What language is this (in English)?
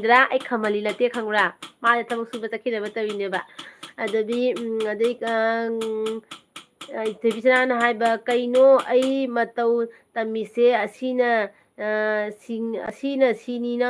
Manipuri